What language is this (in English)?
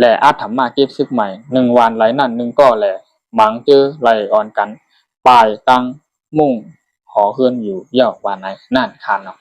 Shan